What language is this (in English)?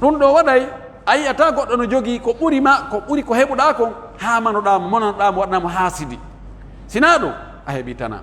Pular